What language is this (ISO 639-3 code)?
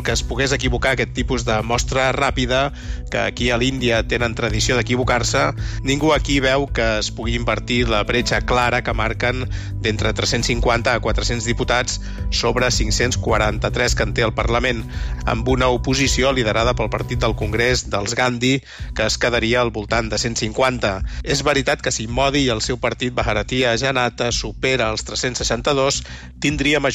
cat